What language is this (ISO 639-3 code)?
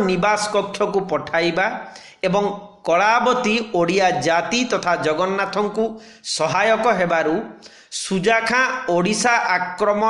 ori